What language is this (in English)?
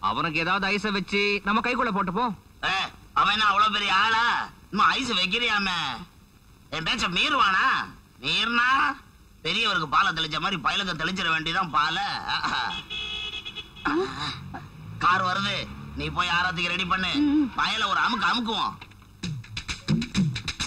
Tamil